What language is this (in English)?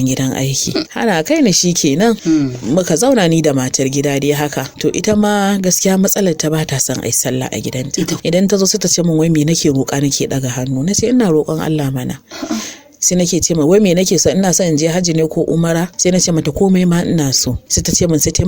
Hausa